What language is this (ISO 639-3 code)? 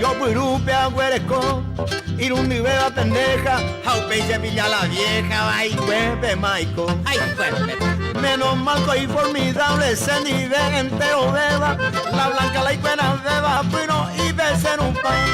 grn